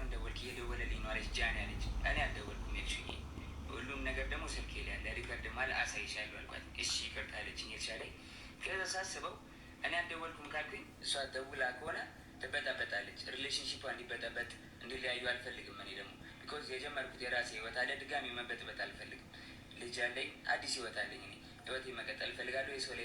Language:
Amharic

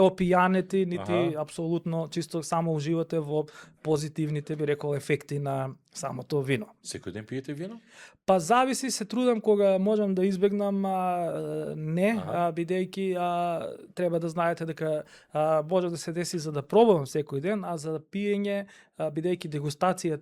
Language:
Macedonian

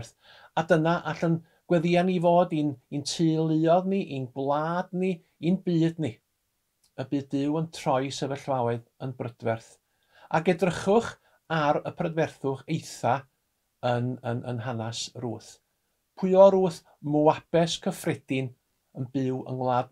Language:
Welsh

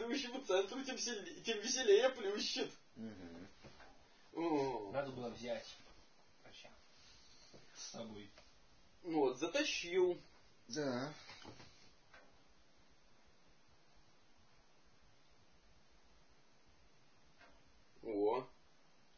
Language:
Russian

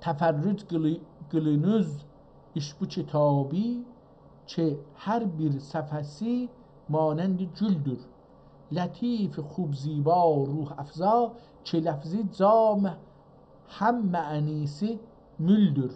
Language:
South Azerbaijani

